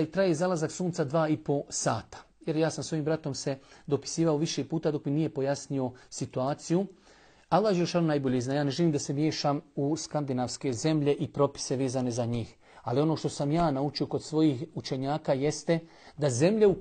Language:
Bosnian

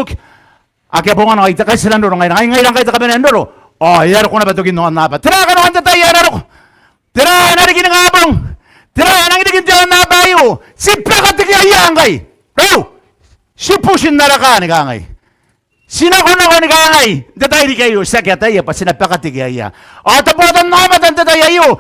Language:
Gilbertese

